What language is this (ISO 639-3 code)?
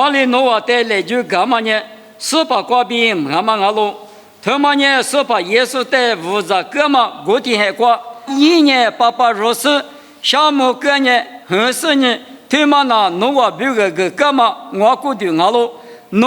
lis